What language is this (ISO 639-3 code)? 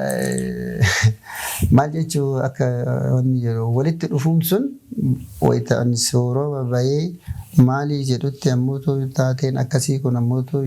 orm